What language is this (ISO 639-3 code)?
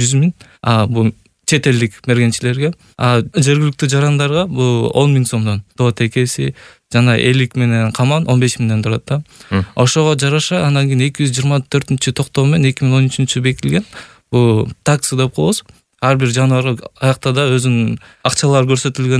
kir